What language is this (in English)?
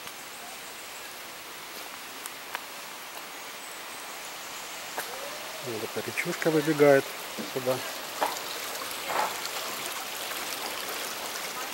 Russian